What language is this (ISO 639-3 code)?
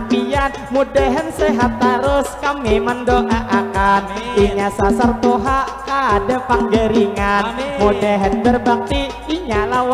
bjn